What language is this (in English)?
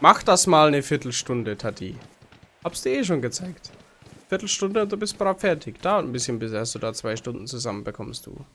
Bavarian